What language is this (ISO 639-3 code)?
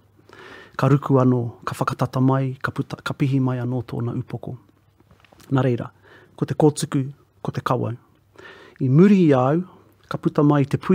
mri